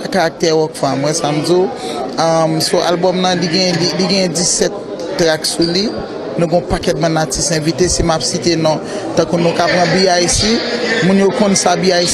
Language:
Haitian Creole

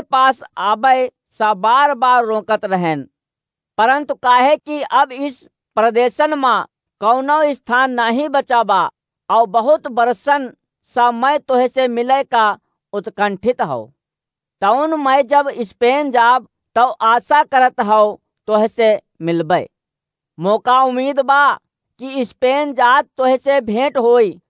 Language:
Awadhi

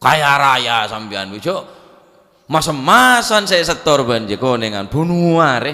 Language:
Madurese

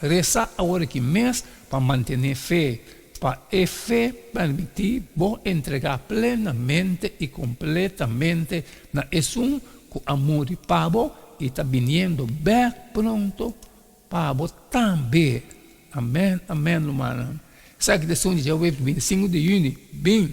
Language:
Papiamento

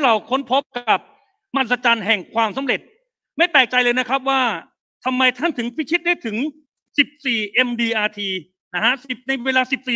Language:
Thai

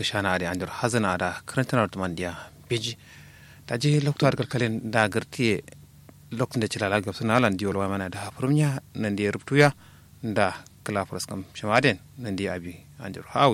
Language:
Kanuri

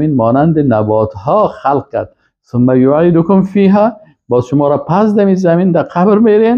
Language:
Persian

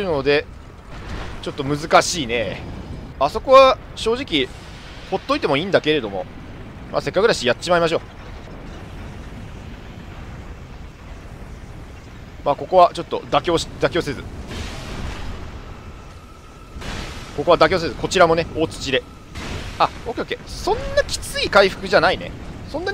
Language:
Japanese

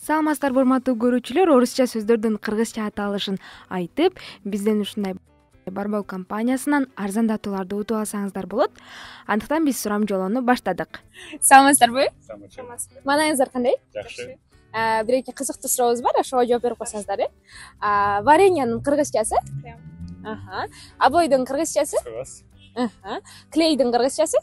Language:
Kyrgyz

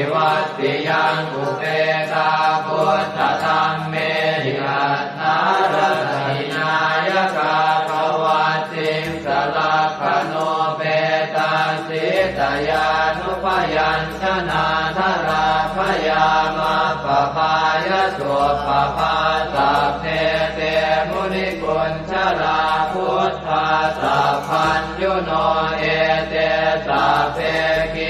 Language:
Pali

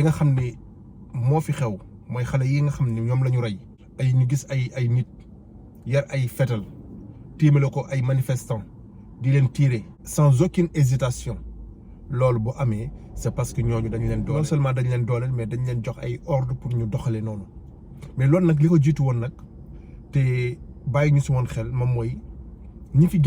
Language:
Wolof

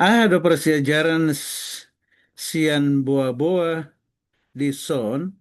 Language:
Batak Toba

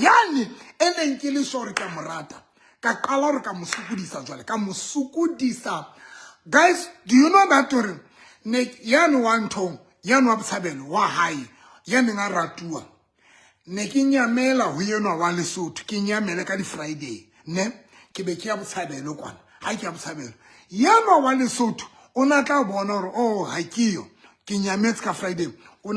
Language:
Southern Sotho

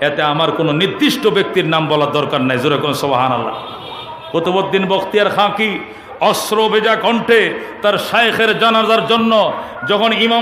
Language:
Bangla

